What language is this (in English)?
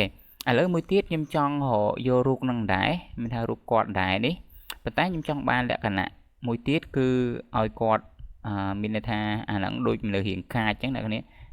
Khmer